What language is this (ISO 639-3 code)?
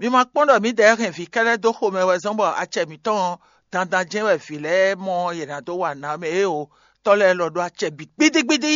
fon